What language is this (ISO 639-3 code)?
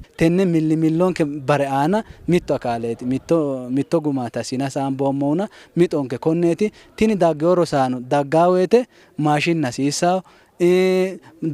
sid